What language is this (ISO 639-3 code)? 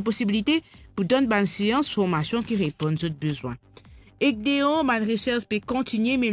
mfe